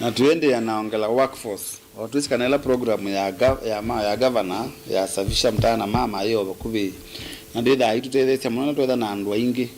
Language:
Kamba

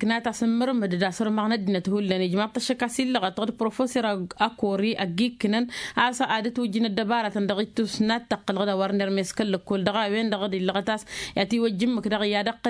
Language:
Tamasheq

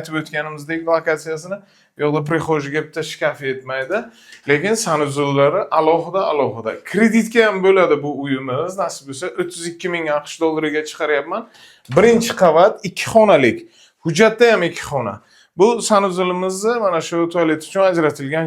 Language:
Uzbek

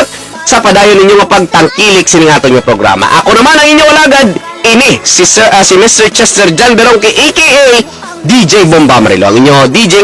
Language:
Hiligaynon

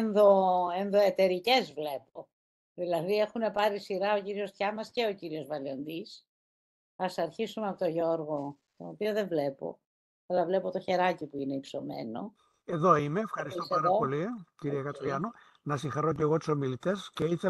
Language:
Greek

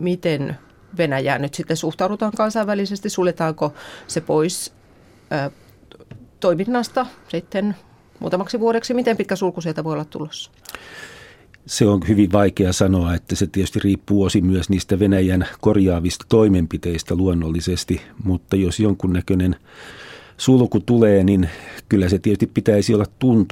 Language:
Finnish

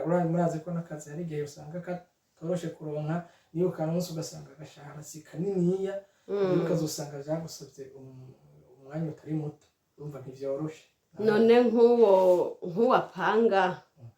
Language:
Rundi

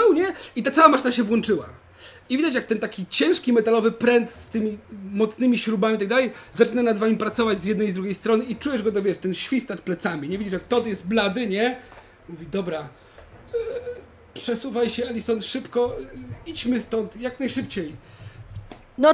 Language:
Polish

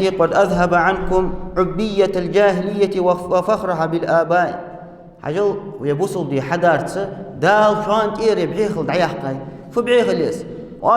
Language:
Ingush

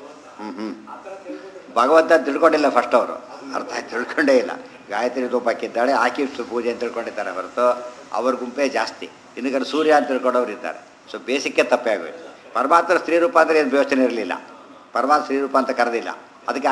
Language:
Kannada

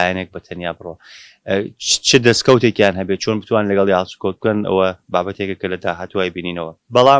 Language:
Central Kurdish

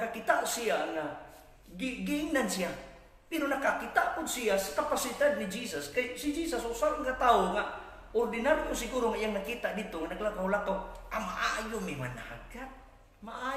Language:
Cebuano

